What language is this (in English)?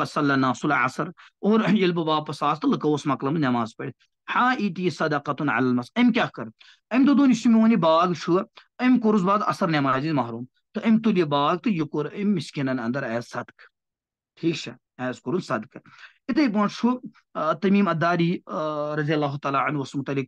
Kashmiri